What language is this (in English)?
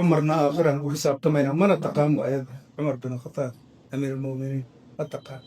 Somali